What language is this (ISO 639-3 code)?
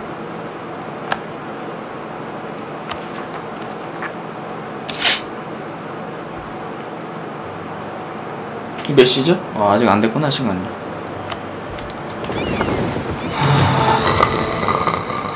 kor